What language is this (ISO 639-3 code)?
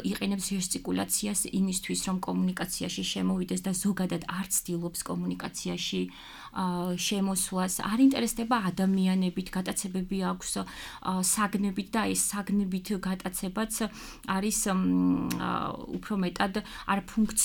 kat